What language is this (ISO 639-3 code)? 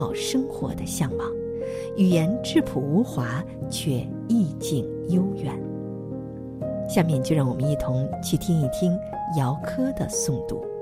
zho